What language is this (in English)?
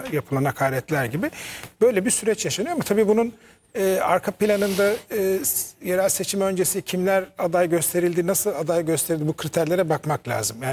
Turkish